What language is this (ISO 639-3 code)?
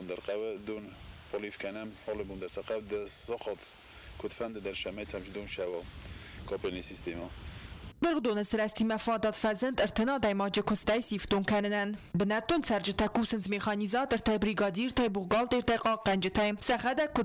oss